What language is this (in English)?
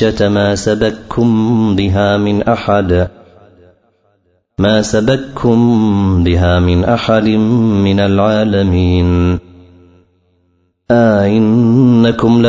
Arabic